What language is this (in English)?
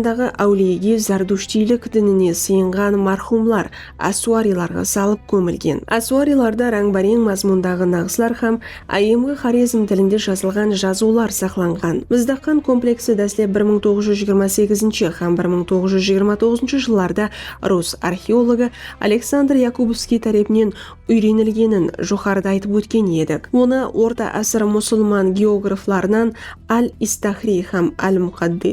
Kara-Kalpak